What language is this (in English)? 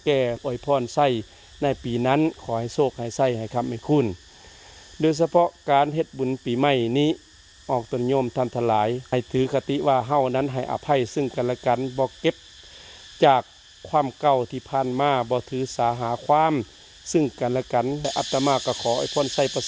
Lao